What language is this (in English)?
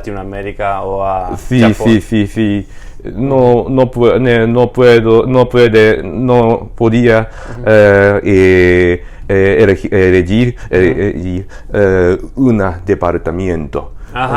Ladino